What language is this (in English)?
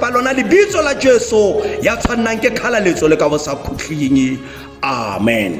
Tswana